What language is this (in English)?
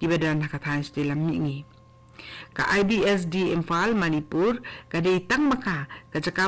Khasi